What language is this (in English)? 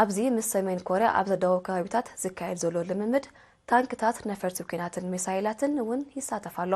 Tigrinya